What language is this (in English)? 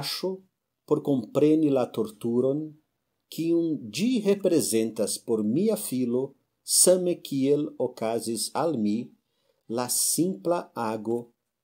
Esperanto